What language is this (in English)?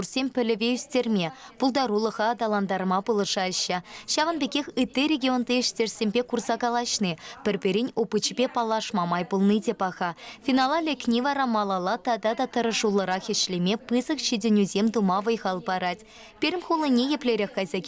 Chuvash